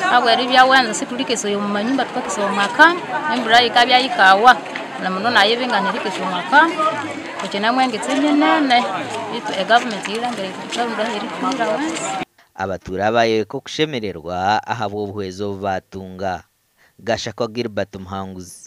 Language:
Nyankole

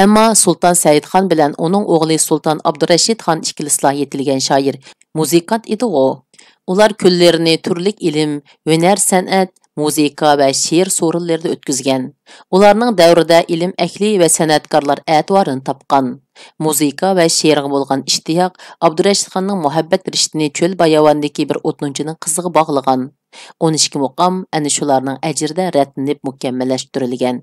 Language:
Uyghur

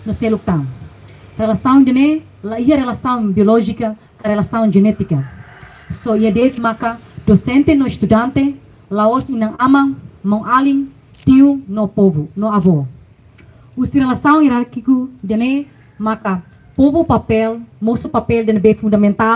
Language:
Tetum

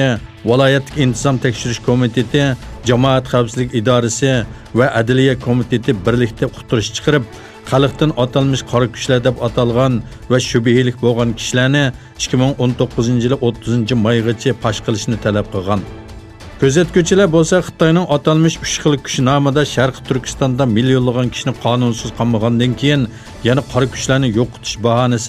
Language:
Uyghur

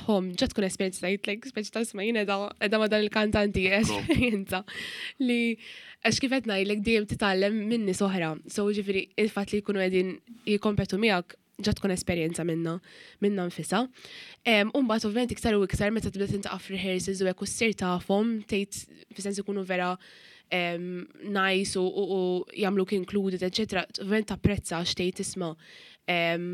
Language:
Maltese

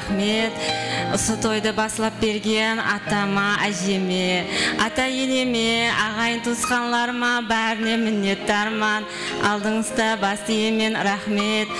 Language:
Kara-Kalpak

